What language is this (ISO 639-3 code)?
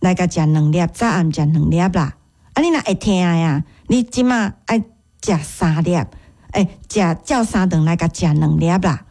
nan